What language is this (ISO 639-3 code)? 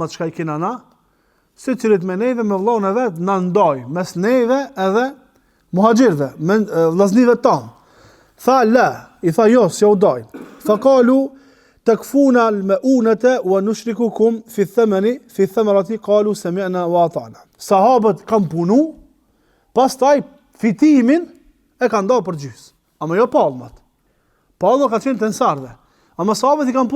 sqi